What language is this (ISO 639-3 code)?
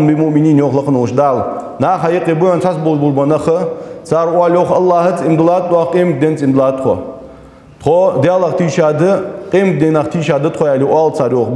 inh